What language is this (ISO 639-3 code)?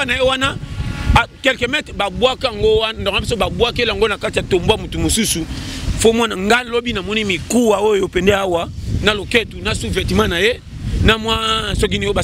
lin